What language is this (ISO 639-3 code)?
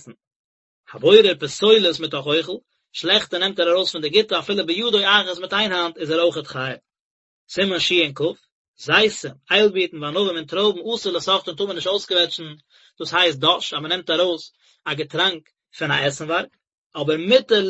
yid